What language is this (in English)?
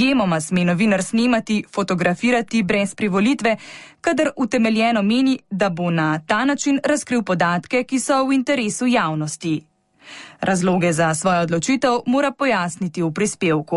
Slovenian